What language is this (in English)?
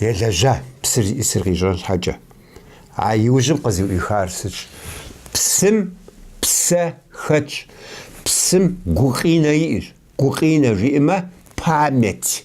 Kabardian